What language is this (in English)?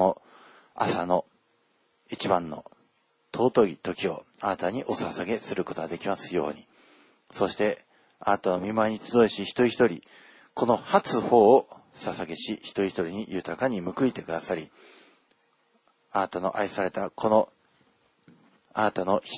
Japanese